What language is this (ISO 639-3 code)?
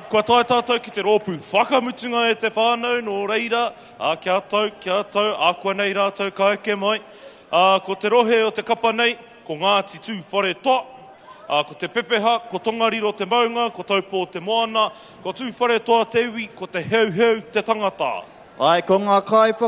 mri